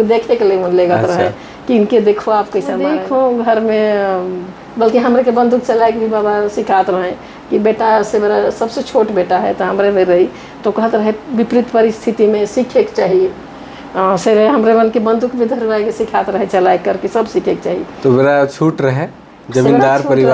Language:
Sadri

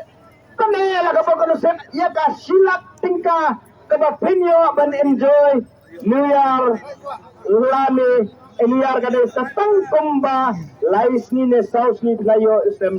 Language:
Khasi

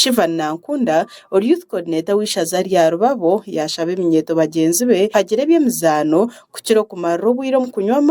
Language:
Nyankole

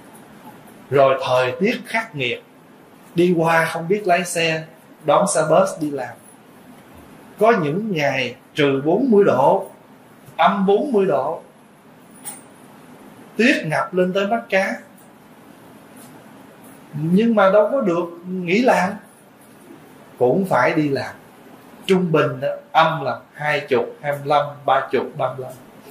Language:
Vietnamese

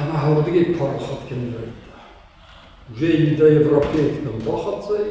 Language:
Ossetic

